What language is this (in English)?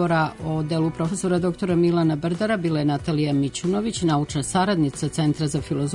Serbian